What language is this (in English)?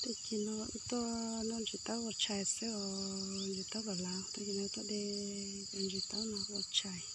Hmong